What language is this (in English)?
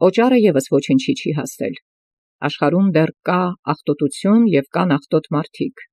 Armenian